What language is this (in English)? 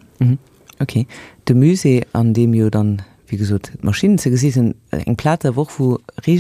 Luxembourgish